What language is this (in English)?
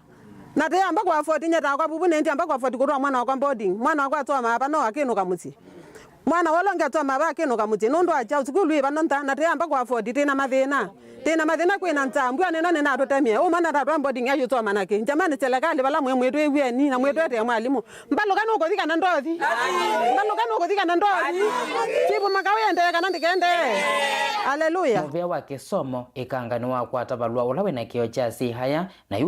Kamba